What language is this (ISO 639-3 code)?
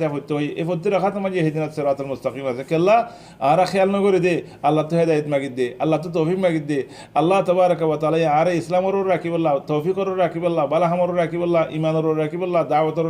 rhg